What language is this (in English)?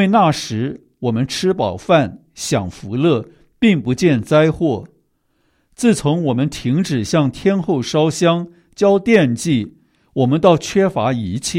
Chinese